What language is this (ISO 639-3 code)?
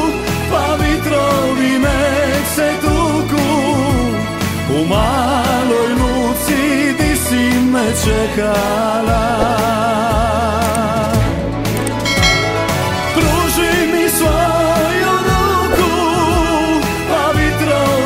hrv